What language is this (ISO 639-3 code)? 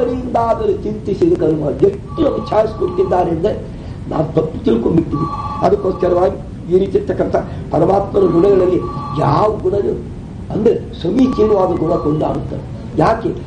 kan